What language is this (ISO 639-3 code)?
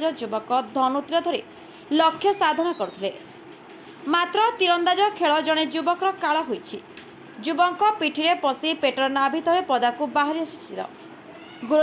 ori